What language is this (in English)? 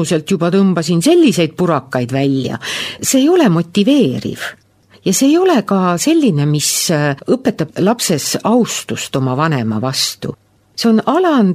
Estonian